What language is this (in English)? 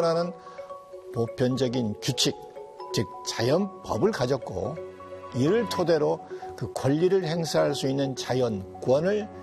Korean